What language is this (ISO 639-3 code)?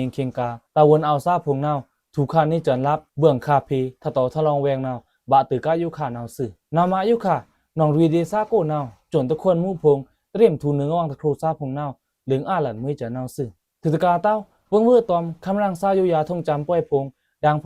blk